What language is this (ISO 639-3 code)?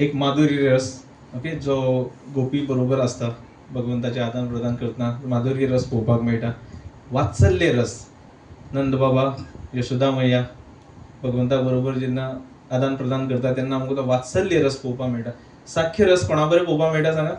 kok